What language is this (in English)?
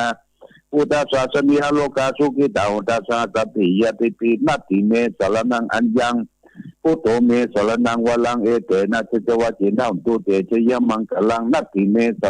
Pali